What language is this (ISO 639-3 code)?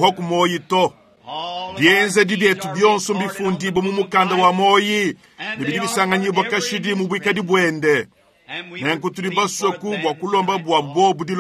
lua